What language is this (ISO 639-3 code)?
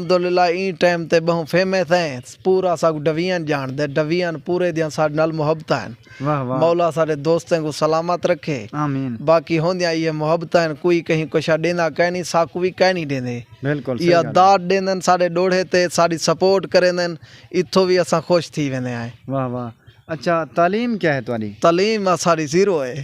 skr